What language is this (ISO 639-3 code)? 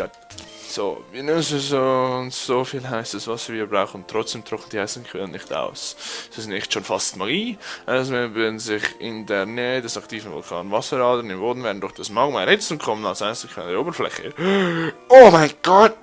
gsw